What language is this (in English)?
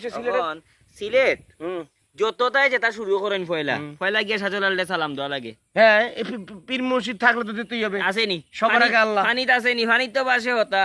Sylheti